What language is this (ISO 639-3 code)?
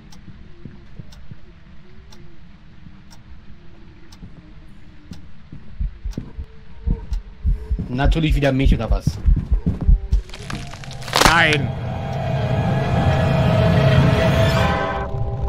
deu